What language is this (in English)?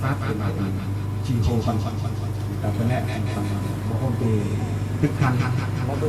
Central Mnong